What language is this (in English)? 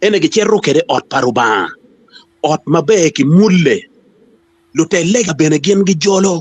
Acoli